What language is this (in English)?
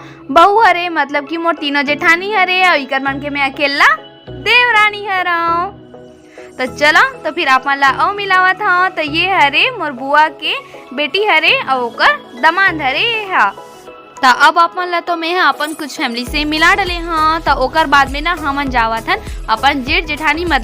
Chhattisgarhi